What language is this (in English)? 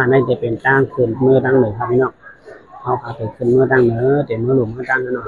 Shan